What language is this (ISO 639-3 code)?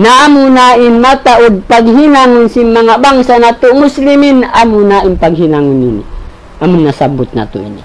tsg